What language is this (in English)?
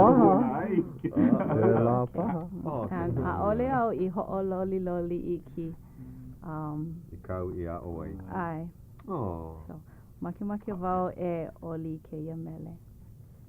Hawaiian